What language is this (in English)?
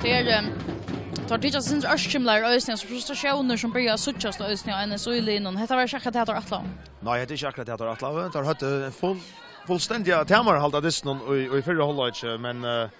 Faroese